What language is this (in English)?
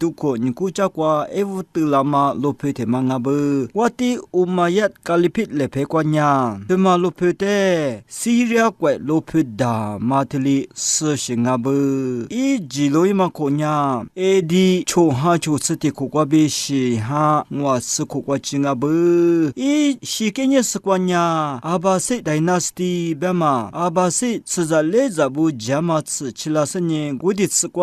Lisu